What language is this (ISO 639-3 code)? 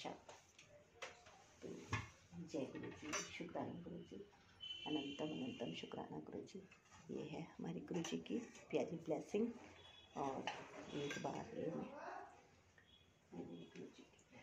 hin